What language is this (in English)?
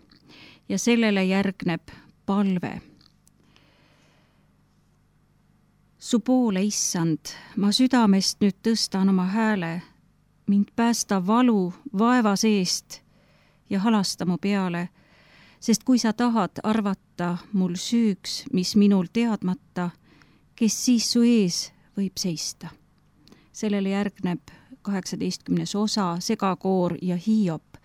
Estonian